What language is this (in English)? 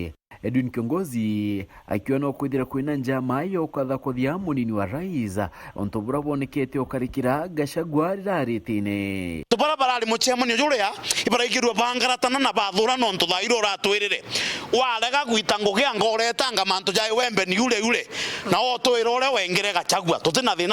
Meru